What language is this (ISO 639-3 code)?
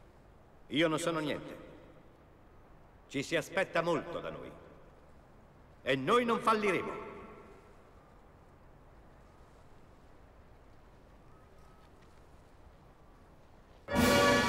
ita